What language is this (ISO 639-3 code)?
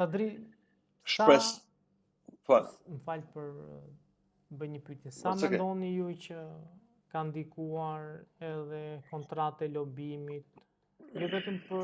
sqi